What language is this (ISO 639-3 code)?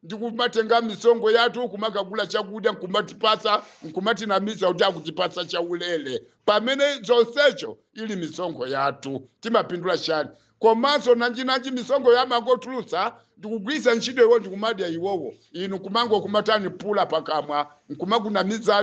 nya